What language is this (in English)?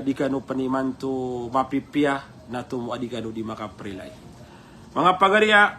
Maranao